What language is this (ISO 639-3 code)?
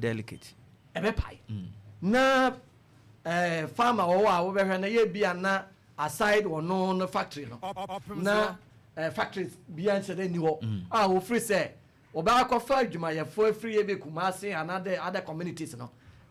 aka